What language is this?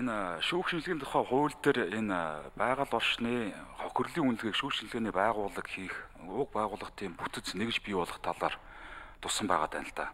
Mongolian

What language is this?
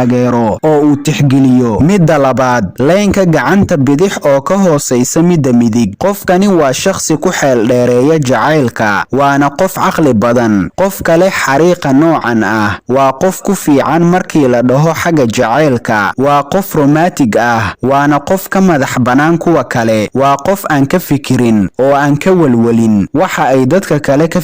Somali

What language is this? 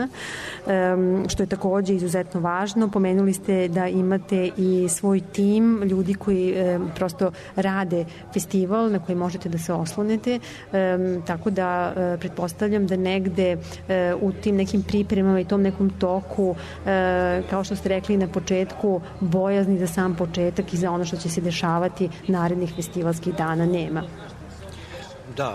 Serbian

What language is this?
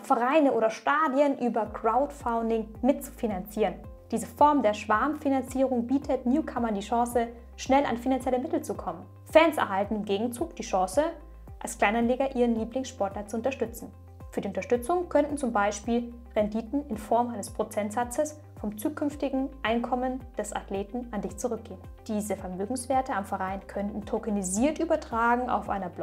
German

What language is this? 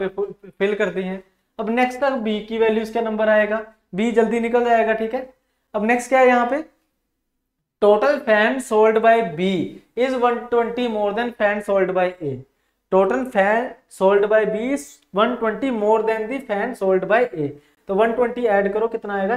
Hindi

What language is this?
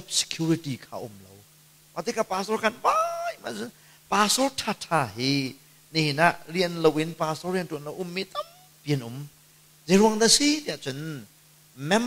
Hakha Chin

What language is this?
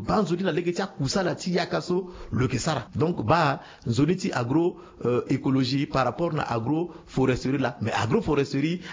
Sango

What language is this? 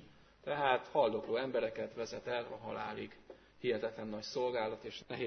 Hungarian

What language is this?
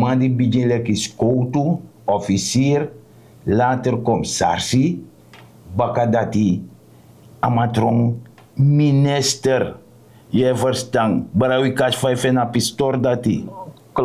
Sranan Tongo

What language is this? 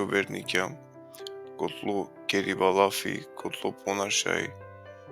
Balkan Romani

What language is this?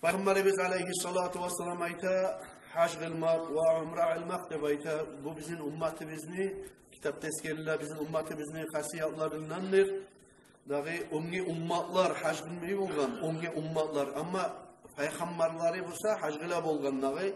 Kumyk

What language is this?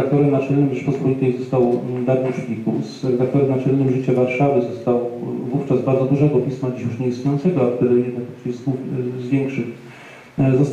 Polish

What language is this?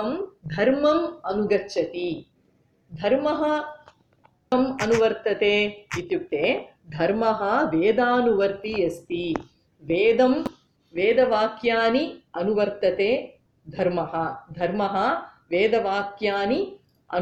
Sanskrit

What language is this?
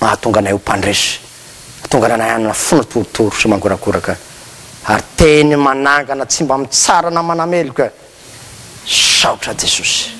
Malagasy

